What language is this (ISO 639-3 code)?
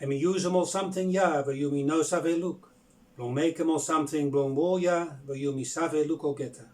bis